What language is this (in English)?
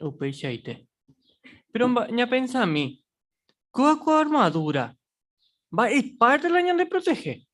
Guarani